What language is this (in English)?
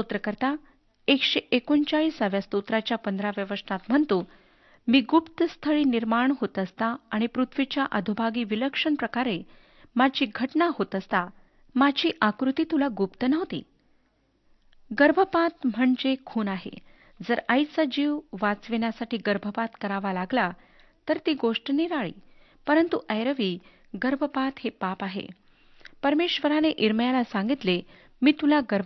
Marathi